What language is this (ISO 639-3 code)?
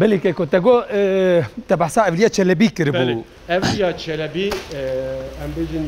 kur